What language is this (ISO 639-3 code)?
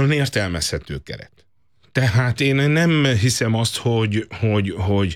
hun